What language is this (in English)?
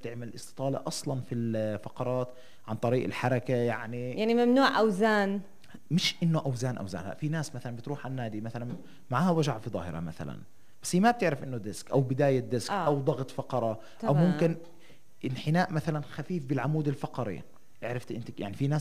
North Levantine Arabic